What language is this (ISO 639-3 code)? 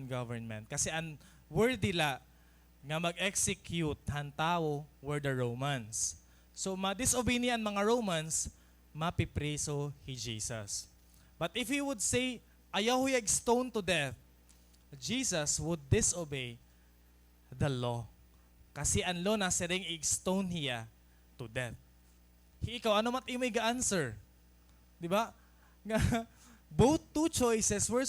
war